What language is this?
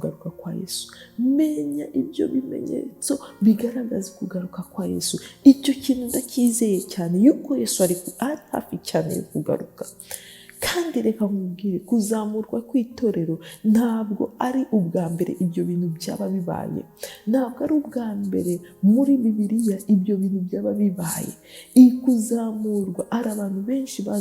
Kinyarwanda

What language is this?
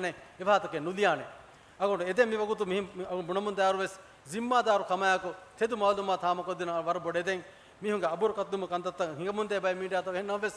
Divehi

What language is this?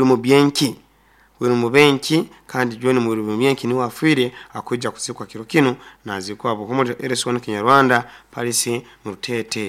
Nyoro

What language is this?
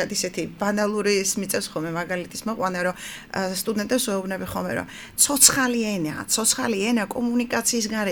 Georgian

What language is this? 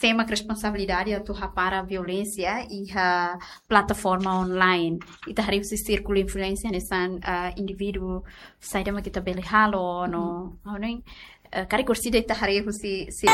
Tetum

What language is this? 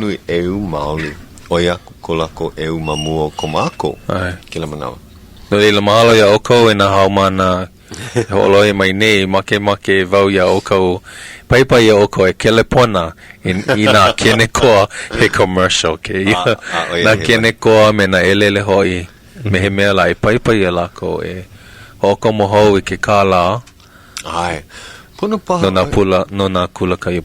Hawaiian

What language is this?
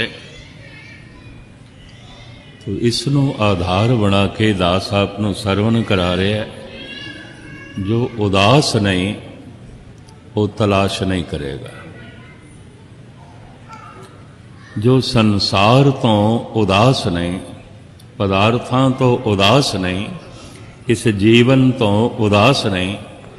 Punjabi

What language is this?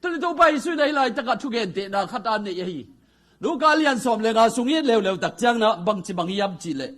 Tedim Chin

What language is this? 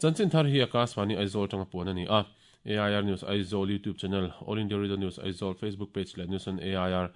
Mizo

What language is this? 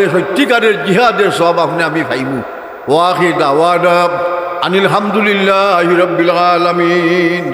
Sylheti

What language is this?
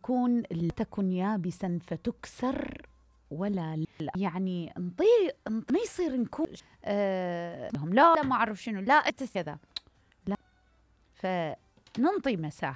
Mesopotamian Arabic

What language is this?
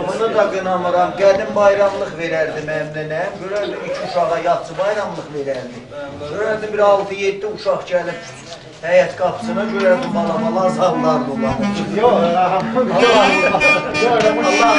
South Azerbaijani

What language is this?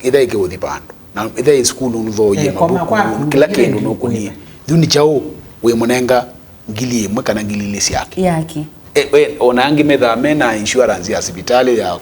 Kamba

